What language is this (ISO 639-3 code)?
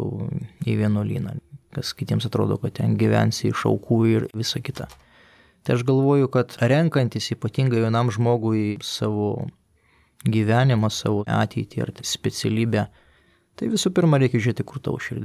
lit